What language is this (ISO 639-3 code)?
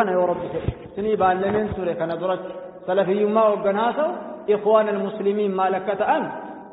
orm